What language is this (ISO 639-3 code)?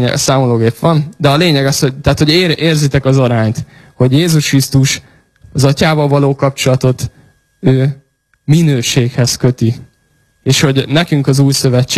hun